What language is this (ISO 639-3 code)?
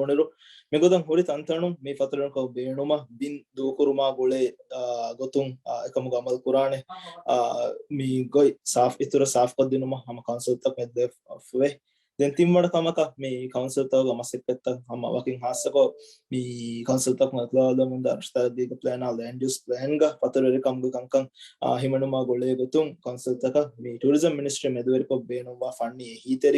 div